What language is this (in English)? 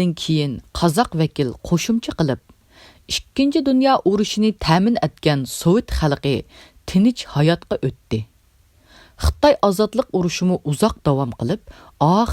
Uyghur